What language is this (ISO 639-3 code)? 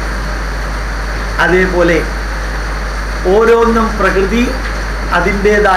mal